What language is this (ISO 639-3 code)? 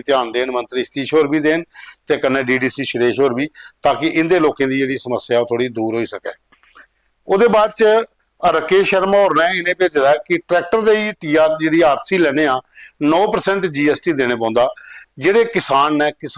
doi